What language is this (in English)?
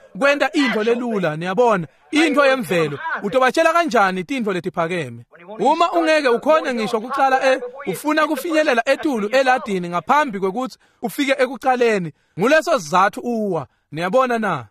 Swati